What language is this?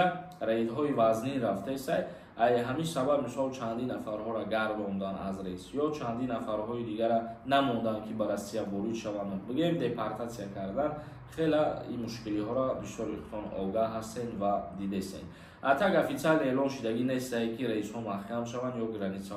Tajik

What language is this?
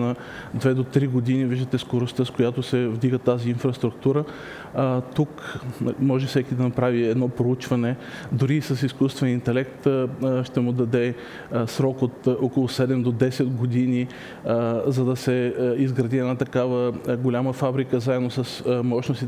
Bulgarian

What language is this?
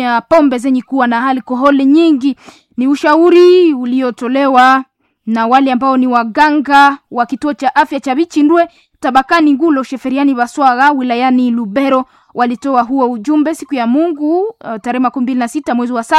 Swahili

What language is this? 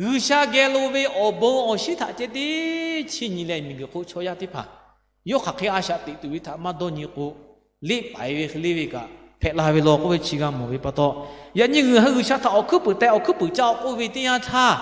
Lahu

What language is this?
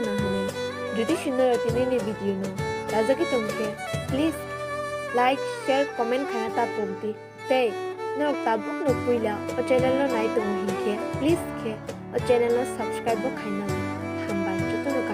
Kok Borok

